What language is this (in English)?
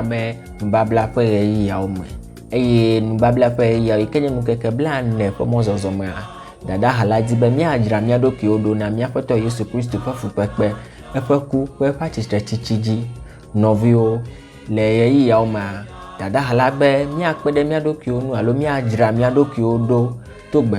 Ewe